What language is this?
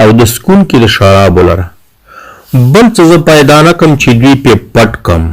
Pashto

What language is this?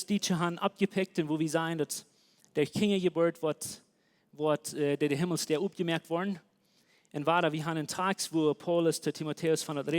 Plautdietsch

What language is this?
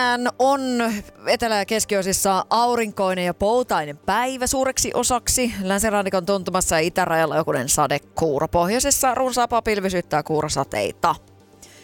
Finnish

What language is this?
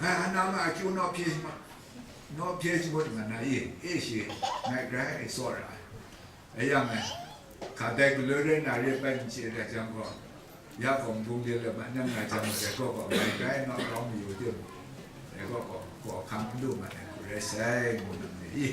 Kachin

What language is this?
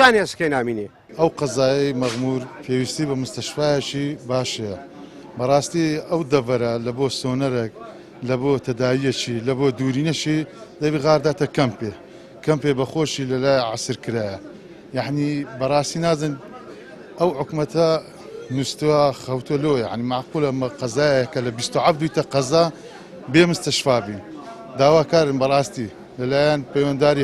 Central Kurdish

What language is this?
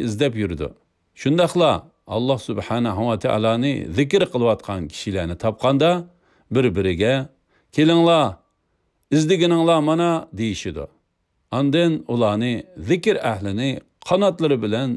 Uyghur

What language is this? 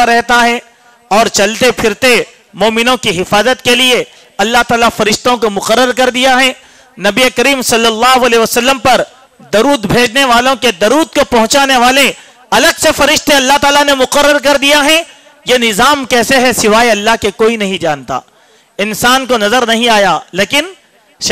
Urdu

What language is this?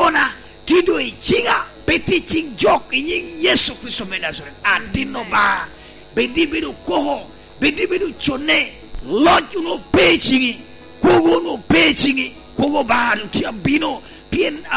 Lango (Uganda)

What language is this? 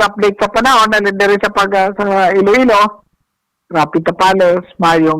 Hiligaynon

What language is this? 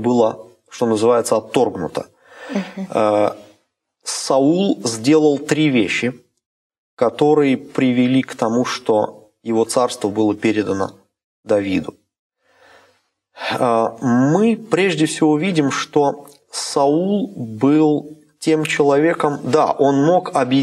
Russian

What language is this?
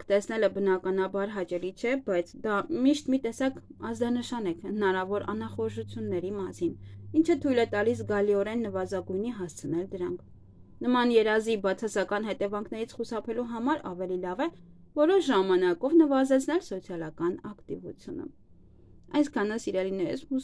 Armenian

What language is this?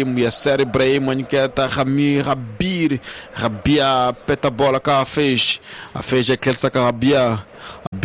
Tsonga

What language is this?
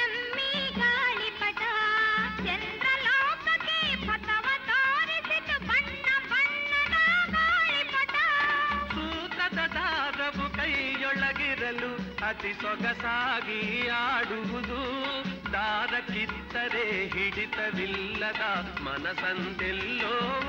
Kannada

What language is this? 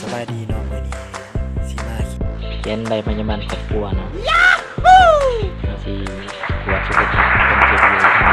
Lao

